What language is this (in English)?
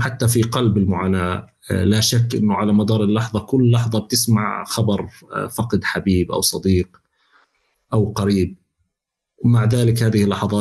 North Levantine Arabic